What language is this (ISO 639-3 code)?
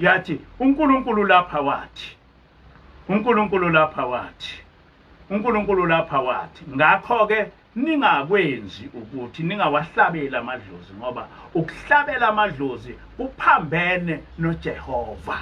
zul